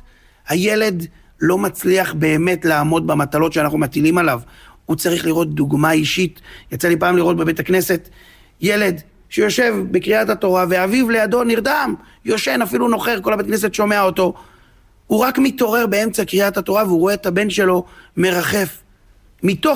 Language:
Hebrew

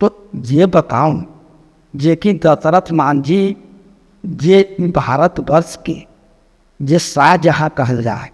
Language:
Magahi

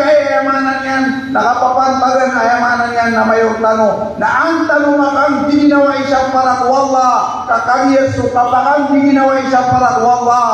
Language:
Maranao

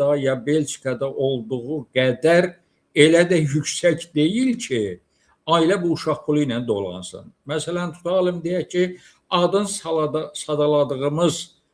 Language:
Azerbaijani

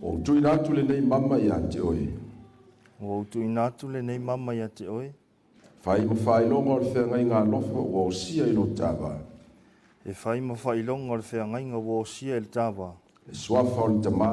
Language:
Samoan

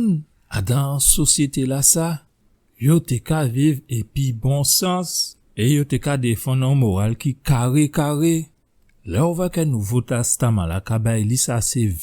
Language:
Guadeloupean Creole French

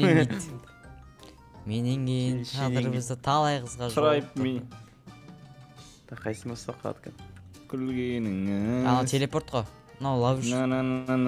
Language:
Kazakh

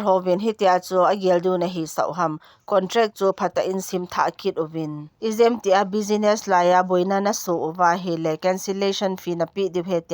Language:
Thado Chin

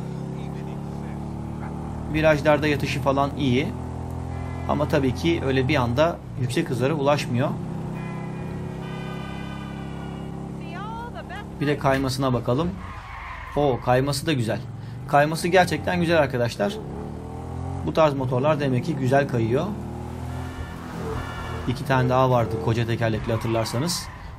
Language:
Turkish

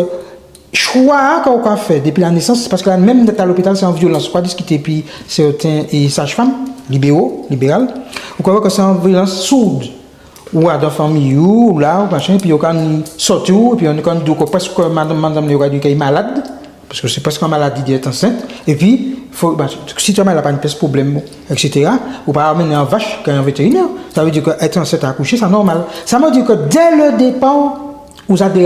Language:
Guadeloupean Creole French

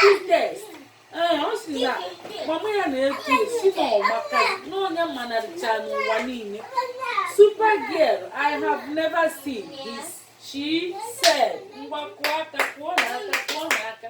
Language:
Igbo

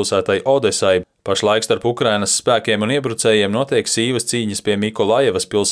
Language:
Latvian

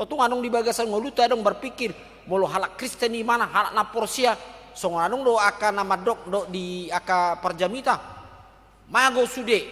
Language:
Batak Toba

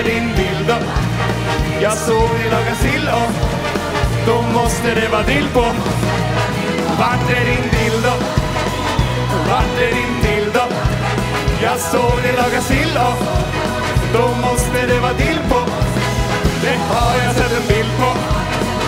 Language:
Swedish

